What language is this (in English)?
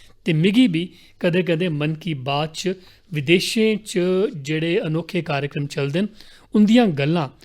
Dogri